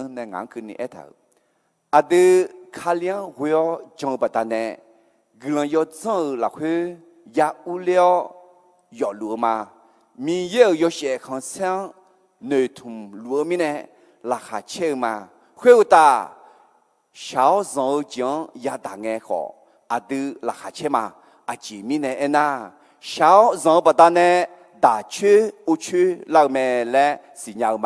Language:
Akha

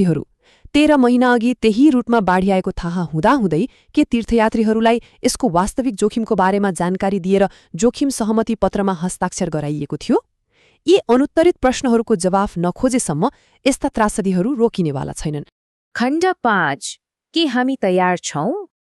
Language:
Nepali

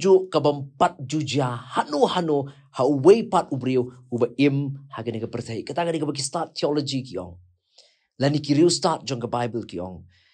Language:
Khasi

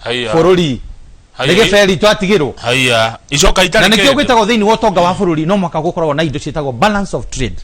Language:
Kikuyu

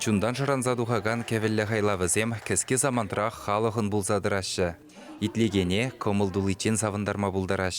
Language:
Chuvash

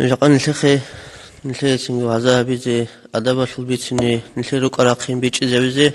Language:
Avaric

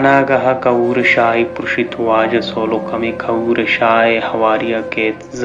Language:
Baluchi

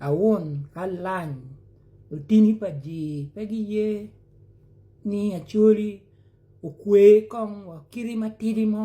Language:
Acoli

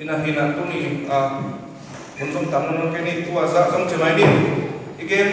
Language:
Tedim Chin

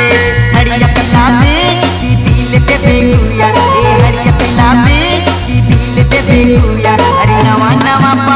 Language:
Bhojpuri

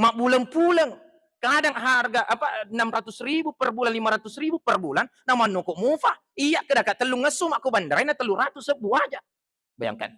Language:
Buginese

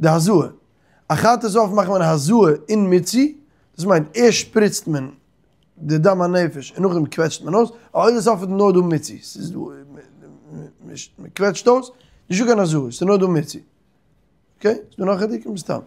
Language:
Yiddish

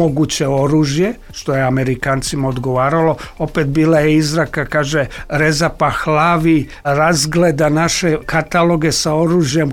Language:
Serbian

